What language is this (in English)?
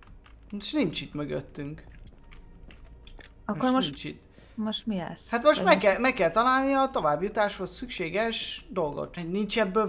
Hungarian